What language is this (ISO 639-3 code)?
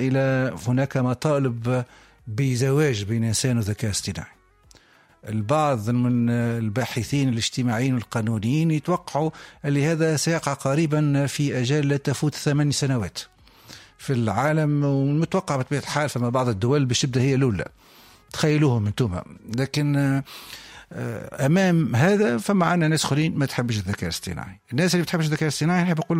aeb